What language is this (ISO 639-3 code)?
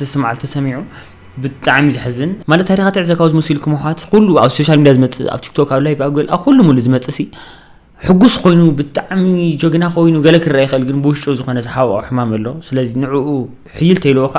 tir